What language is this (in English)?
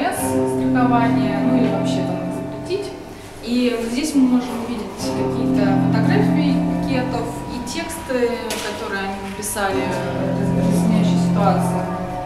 Russian